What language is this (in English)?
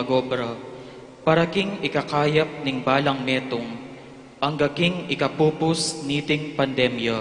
Pampanga